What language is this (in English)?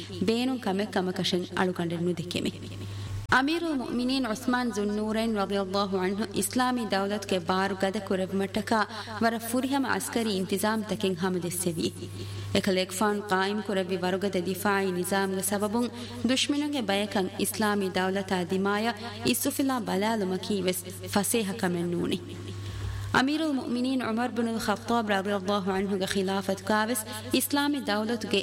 Divehi